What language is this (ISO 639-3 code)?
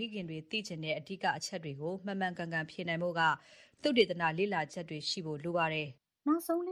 mya